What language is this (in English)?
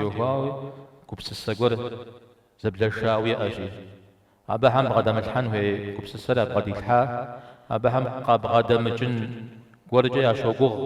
Kabardian